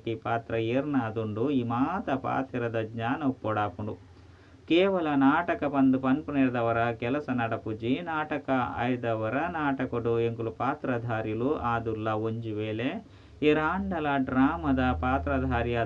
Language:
Tulu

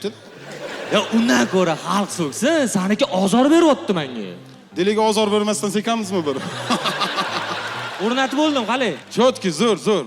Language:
Uzbek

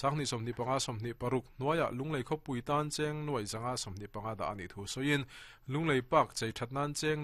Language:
Mizo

